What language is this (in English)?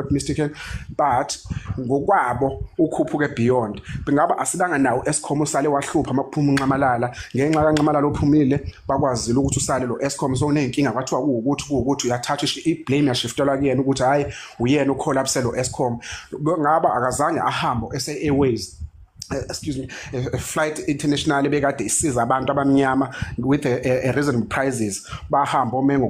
Zulu